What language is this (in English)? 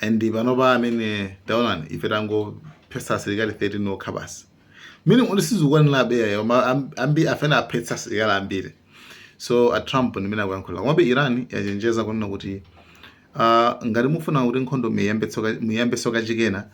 Nyanja